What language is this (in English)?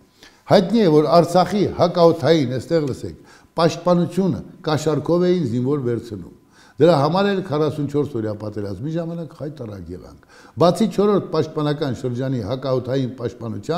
Armenian